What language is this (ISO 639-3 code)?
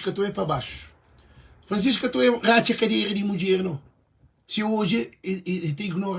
kea